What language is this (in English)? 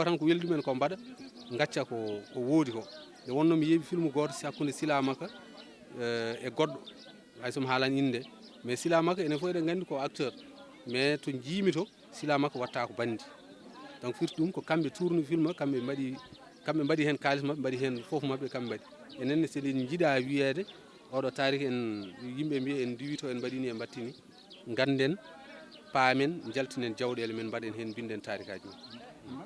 Fula